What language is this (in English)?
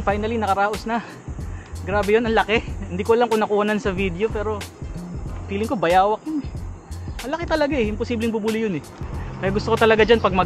Filipino